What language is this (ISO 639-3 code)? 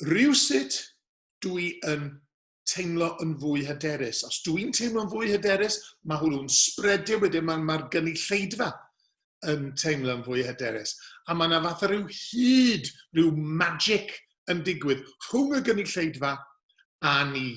cym